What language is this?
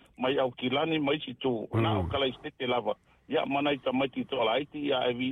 Samoan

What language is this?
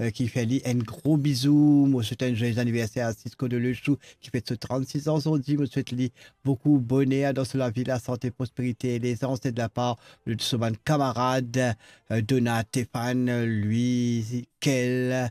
Morisyen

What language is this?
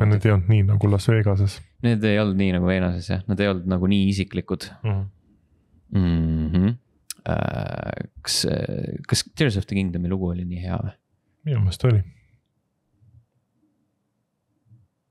Estonian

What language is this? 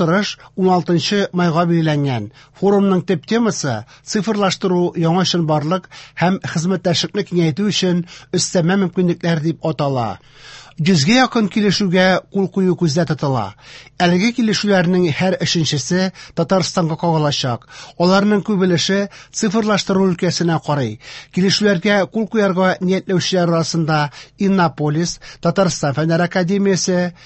Tatar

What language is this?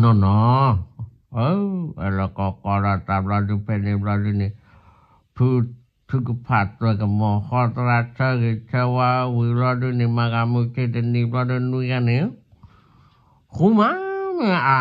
S'gaw Karen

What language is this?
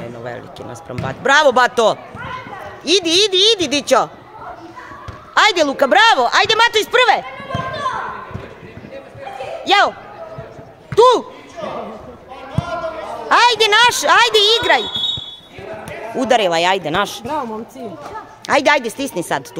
Serbian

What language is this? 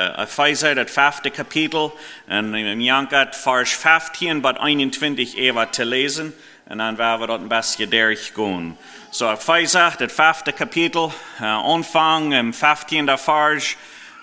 Plautdietsch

